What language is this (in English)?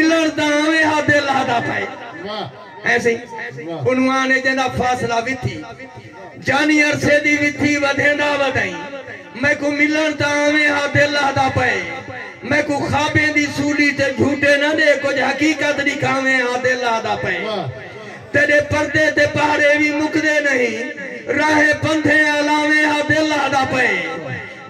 Saraiki